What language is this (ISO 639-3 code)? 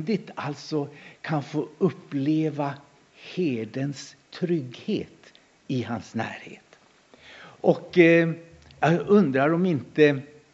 swe